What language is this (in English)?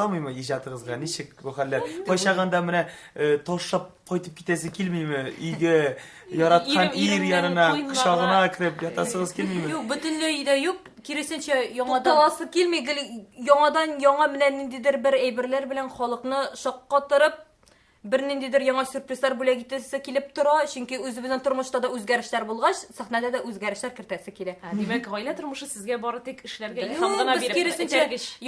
Tatar